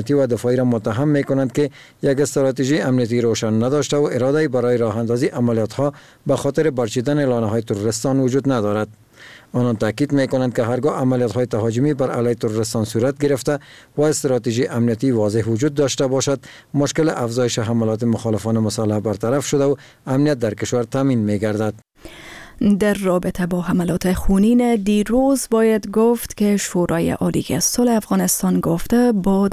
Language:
Persian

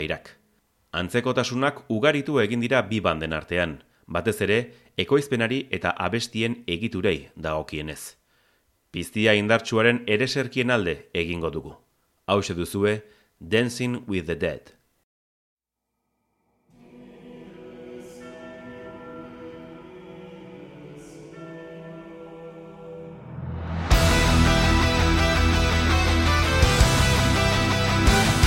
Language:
Basque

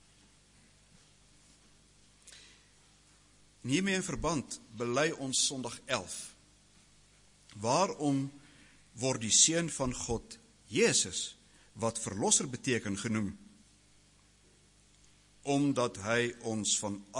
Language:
Afrikaans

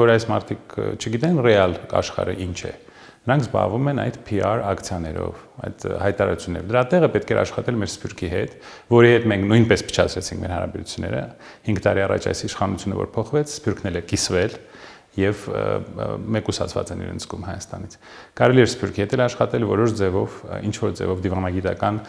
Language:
Armenian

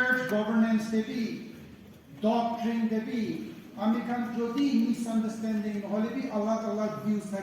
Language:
Naga Pidgin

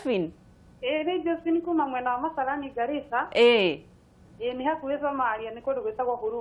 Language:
Kikuyu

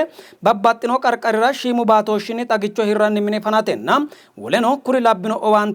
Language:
Sidamo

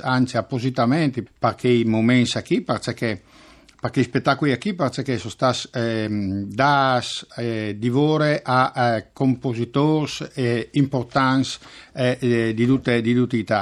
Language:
Friulian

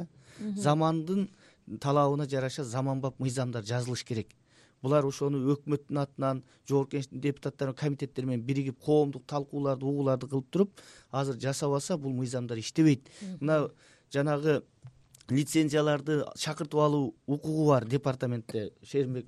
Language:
Kyrgyz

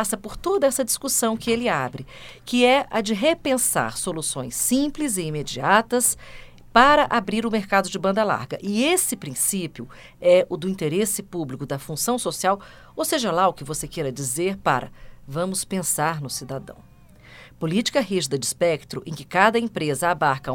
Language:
Portuguese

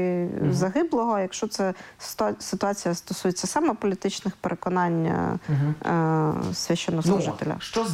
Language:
Ukrainian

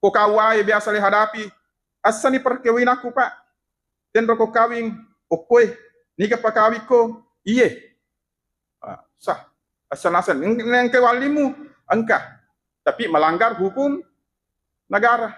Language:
Buginese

